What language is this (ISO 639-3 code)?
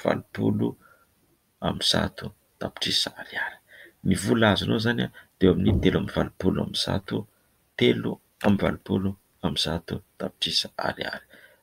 mlg